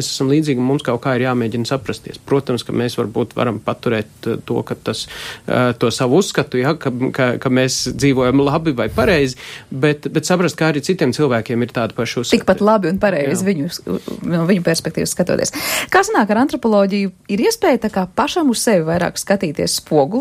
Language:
Latvian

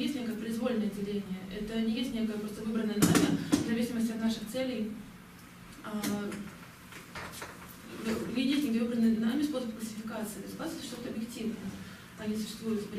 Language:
Russian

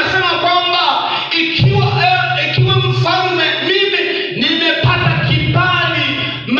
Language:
Swahili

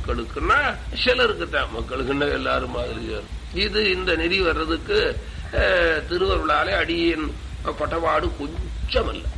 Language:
Tamil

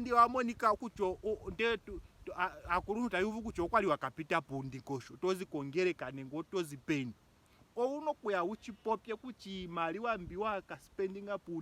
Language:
Ndonga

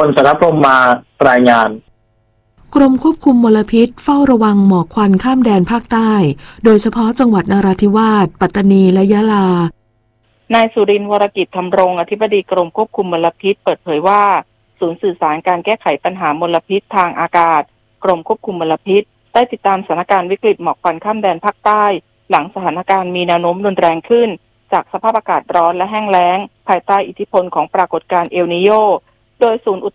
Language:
Thai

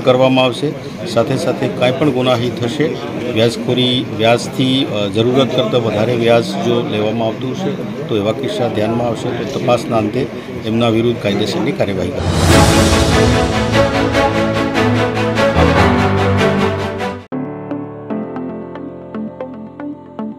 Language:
Gujarati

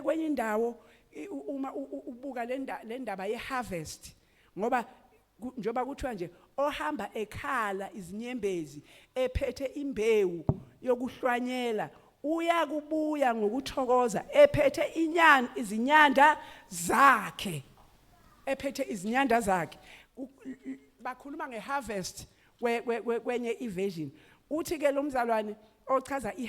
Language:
Zulu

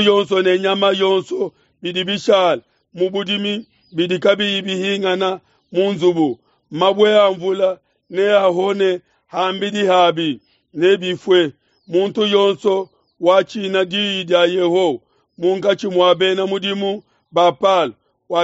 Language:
Luba-Lulua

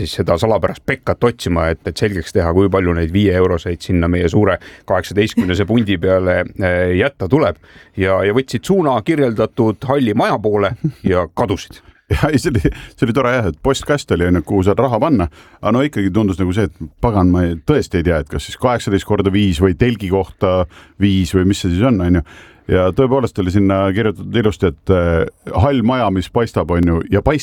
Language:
Estonian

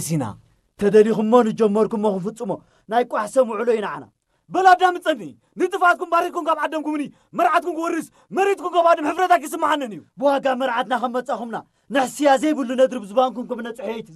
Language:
Tigrinya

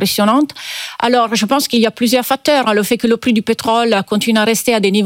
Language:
French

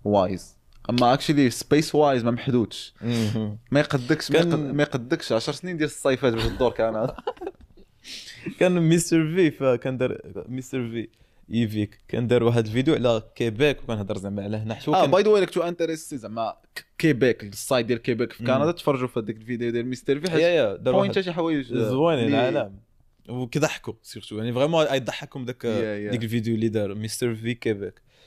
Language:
Moroccan Arabic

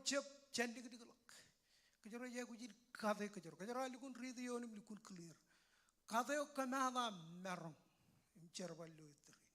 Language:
Marshallese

